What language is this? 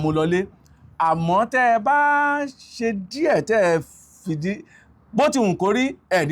Yoruba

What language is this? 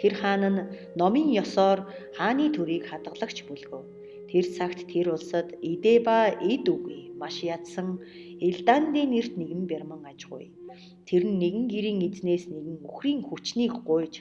Mongolian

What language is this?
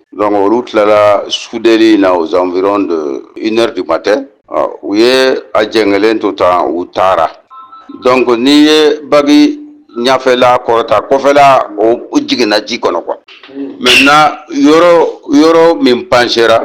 Bambara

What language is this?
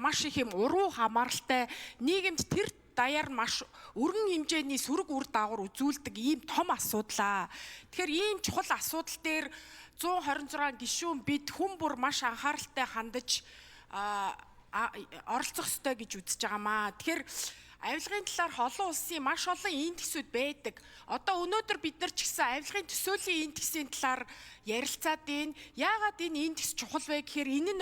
Mongolian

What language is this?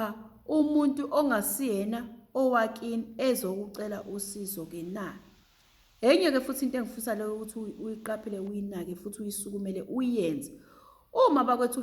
Zulu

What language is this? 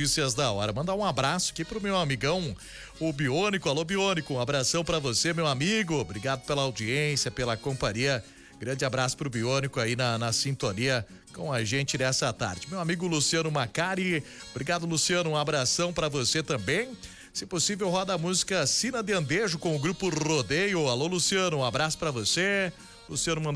Portuguese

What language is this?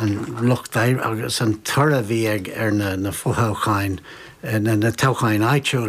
Irish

